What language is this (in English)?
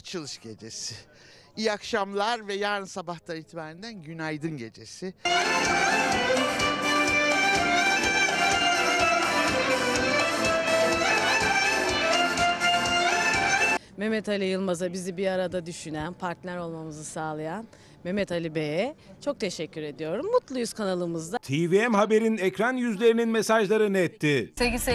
Turkish